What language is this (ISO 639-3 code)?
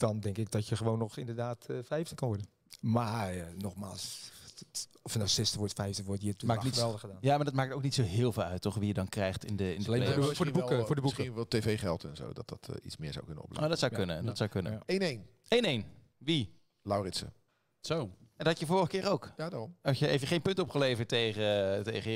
nld